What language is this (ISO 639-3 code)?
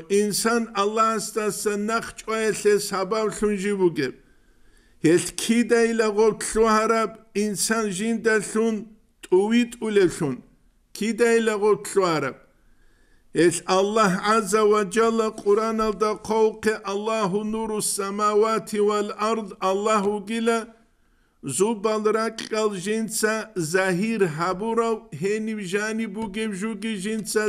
ava